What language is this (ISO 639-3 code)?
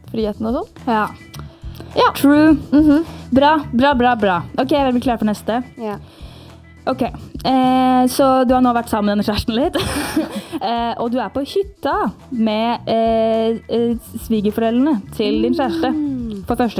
nor